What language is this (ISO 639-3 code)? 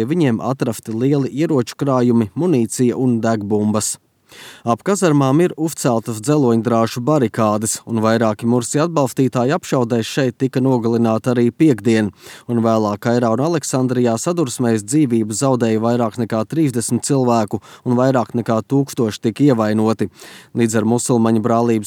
lav